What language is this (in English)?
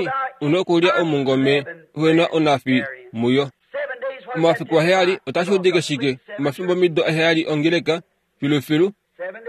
Kuanyama